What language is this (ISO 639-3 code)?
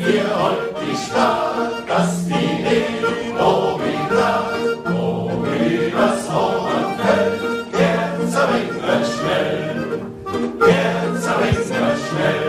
bar